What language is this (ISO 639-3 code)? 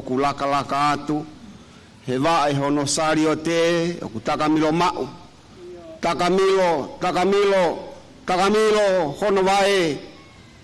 ton